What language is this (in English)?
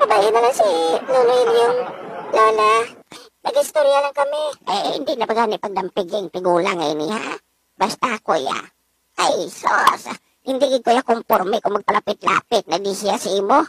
Hiligaynon